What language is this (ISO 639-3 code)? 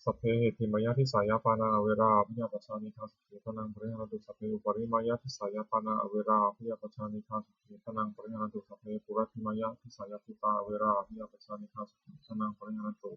pli